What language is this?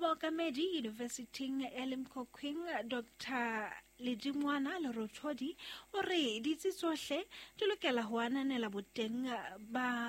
Southern Sotho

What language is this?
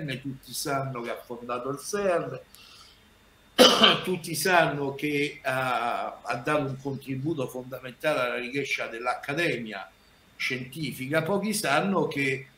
Italian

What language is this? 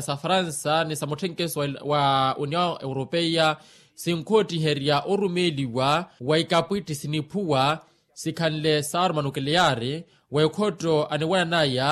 Makhuwa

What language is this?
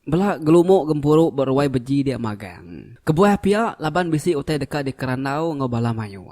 Iban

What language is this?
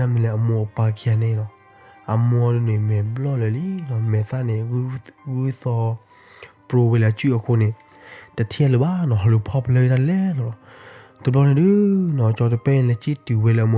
S'gaw Karen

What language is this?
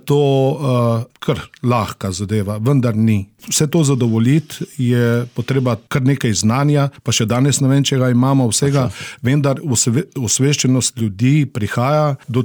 Slovenian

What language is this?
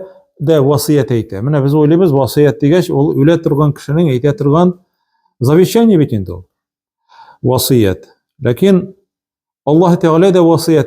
Tatar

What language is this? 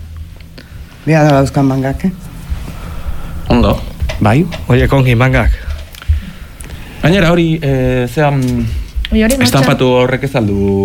Basque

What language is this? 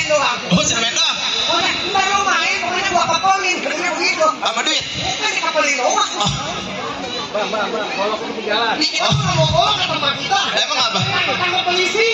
Betawi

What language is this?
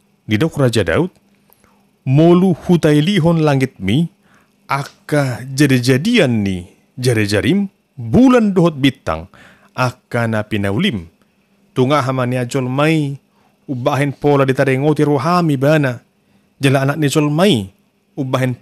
Batak Toba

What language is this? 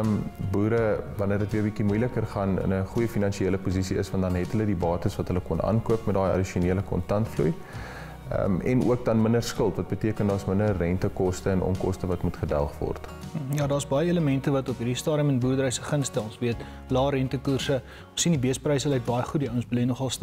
Afrikaans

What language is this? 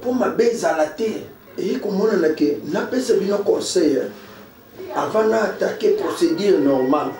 Lingala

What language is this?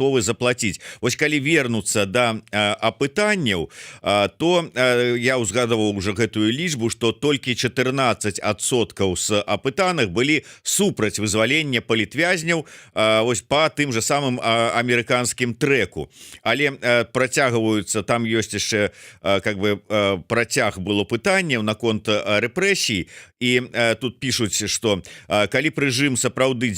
Belarusian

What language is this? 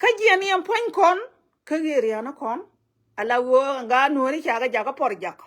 Nuer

